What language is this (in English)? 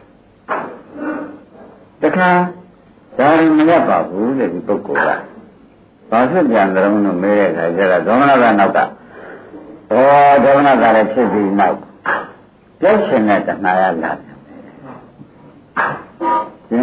Burmese